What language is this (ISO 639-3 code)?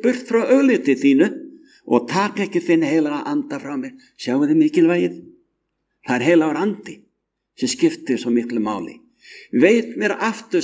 isl